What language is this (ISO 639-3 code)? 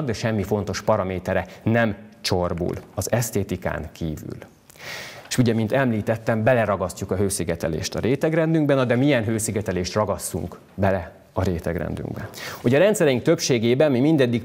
hun